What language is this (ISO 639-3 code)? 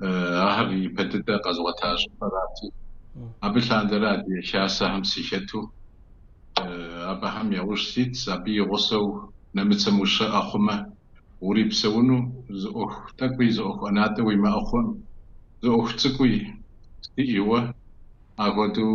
kbd